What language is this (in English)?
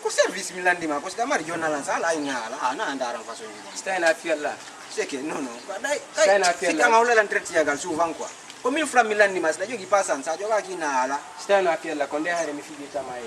Fula